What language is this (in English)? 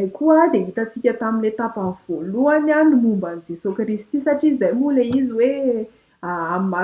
Malagasy